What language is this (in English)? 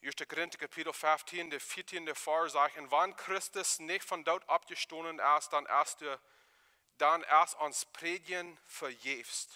Plautdietsch